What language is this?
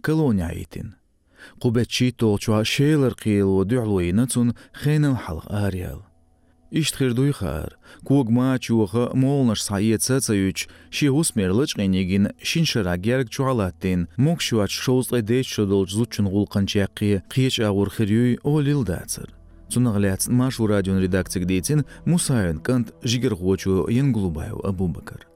Chechen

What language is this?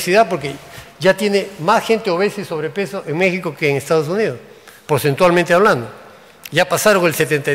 Spanish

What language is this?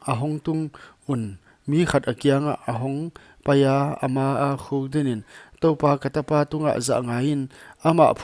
Paite Chin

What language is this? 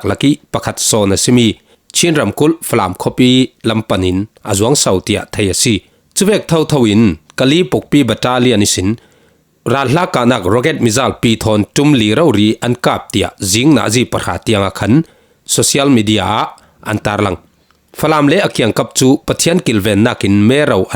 Falam Chin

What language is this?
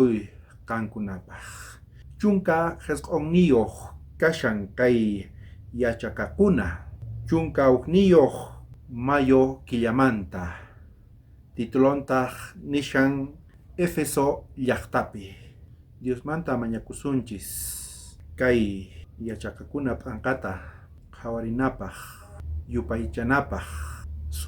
South Bolivian Quechua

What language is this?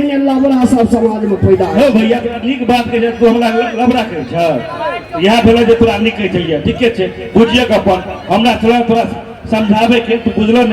Maithili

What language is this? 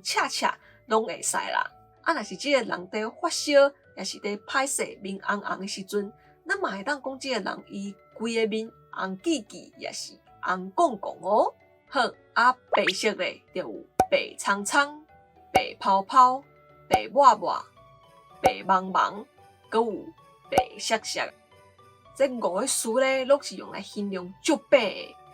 Min Nan Chinese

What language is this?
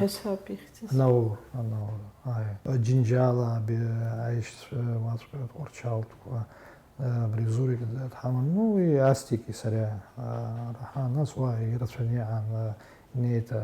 Abkhazian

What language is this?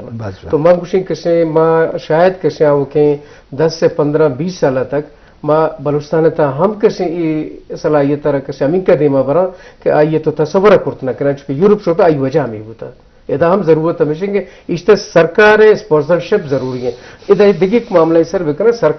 Eastern Balochi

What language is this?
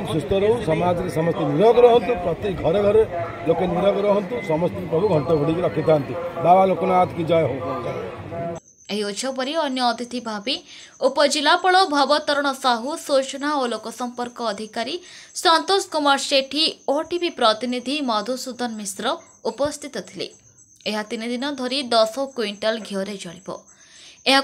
Odia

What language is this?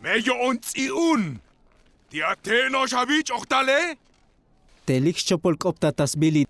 Tzotzil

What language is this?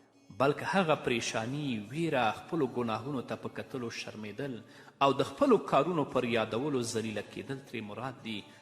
Pashto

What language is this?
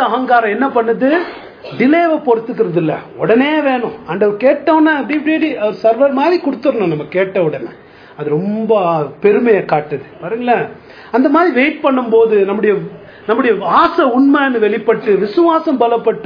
Tamil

